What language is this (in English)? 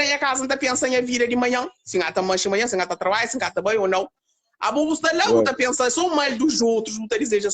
Kabuverdianu